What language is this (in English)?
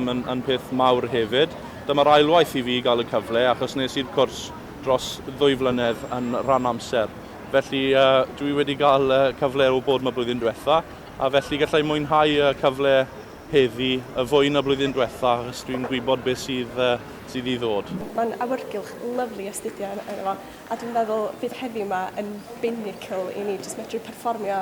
Welsh